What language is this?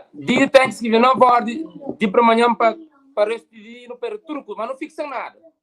Kabuverdianu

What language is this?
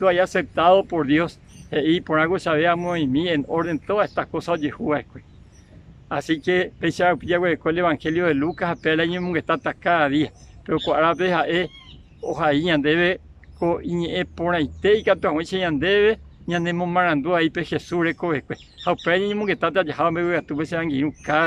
Guarani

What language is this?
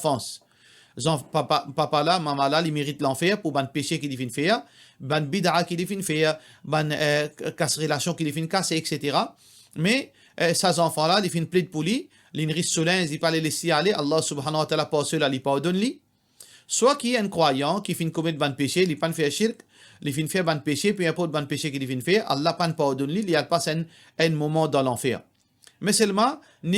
Morisyen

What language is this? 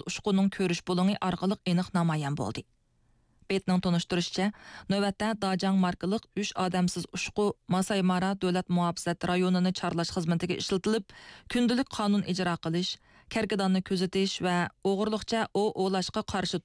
Uyghur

